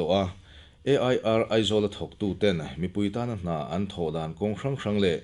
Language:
Mizo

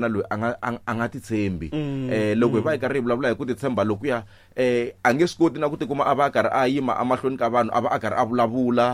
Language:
Tsonga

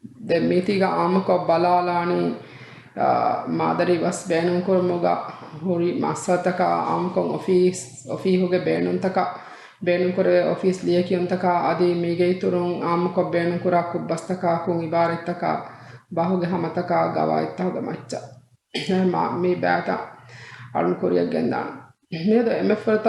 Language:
Divehi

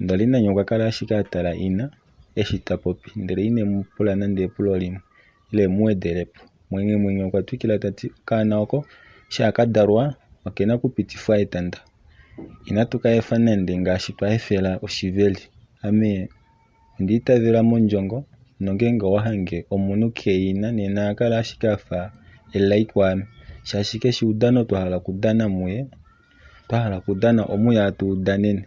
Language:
Kuanyama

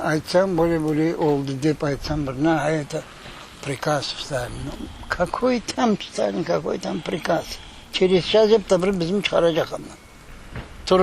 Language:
Crimean Tatar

